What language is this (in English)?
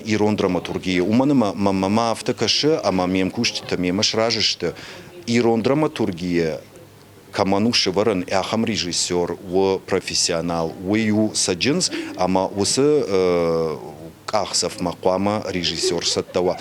Ossetic